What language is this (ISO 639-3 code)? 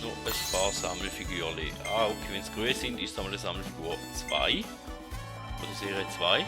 gsw